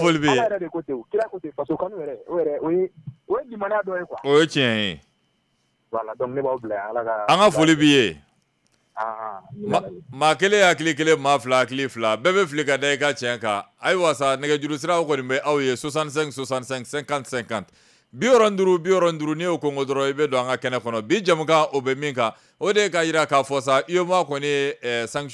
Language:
Bambara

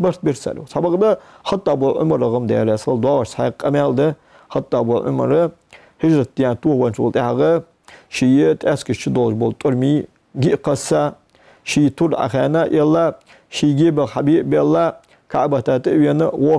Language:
Ingush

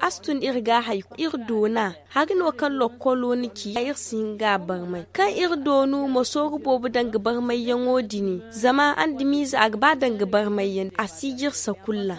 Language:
Zarma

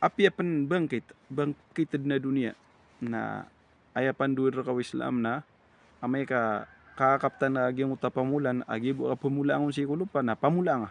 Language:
Maranao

